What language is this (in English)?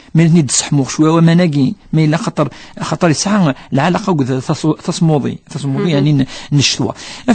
Kabyle